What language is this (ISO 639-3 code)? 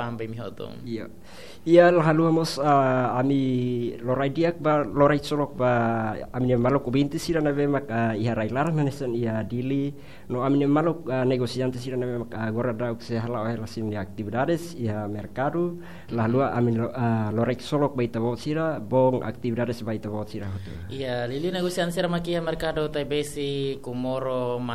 tet